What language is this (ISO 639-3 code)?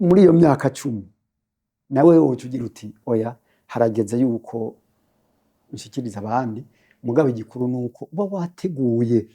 run